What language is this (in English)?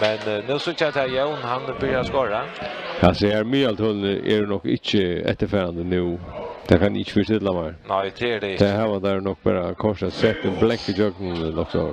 Faroese